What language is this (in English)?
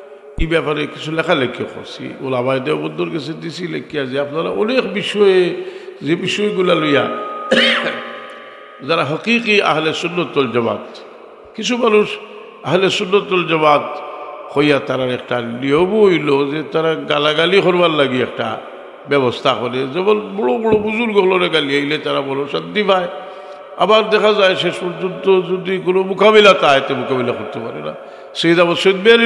Sylheti